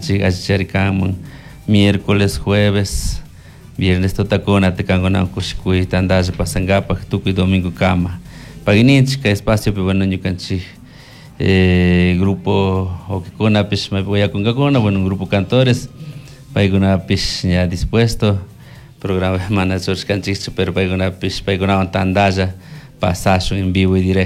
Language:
Chimborazo Highland Quichua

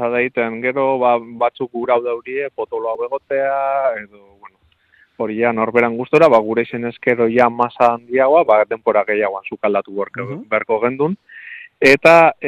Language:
Basque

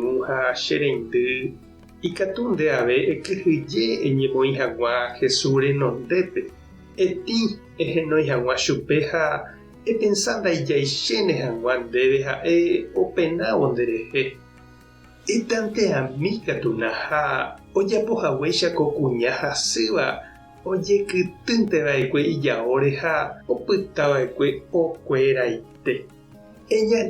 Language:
Guarani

